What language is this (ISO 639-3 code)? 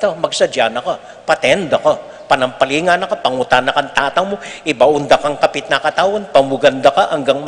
pam